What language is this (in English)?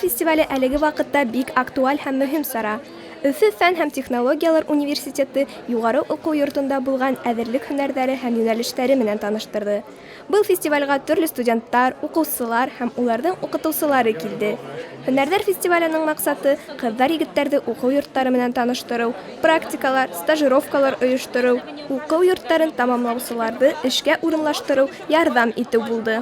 Bashkir